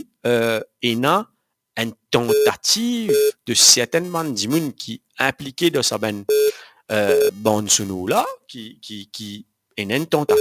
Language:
Morisyen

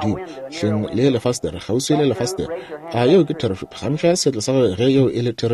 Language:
Northern Sotho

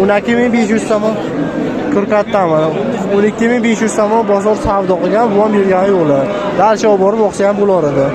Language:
Uzbek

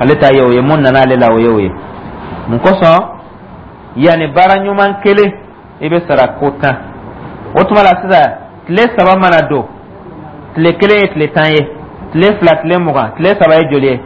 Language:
Dyula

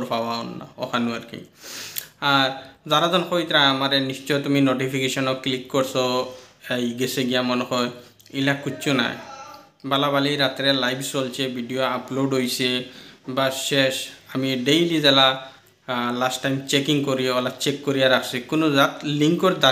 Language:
Sylheti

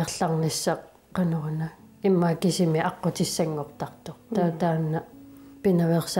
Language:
Kalaallisut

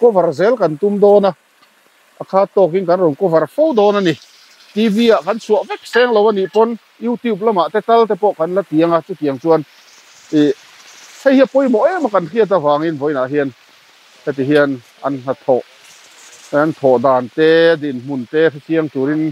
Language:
Mizo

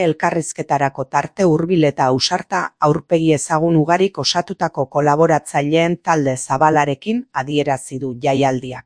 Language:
Basque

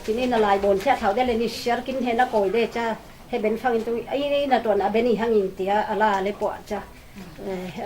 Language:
Falam Chin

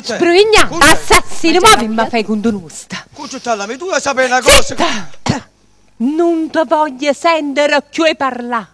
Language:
Neapolitan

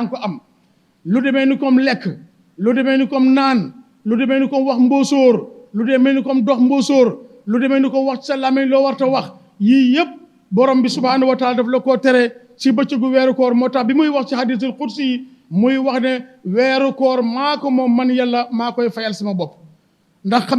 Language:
Wolof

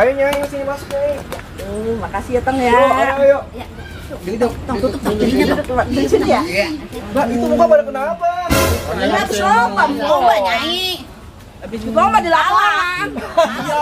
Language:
Betawi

